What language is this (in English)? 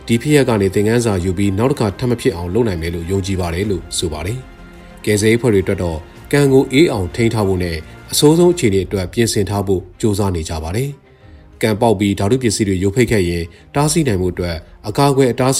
Burmese